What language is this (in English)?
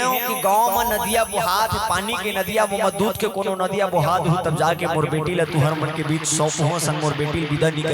Chhattisgarhi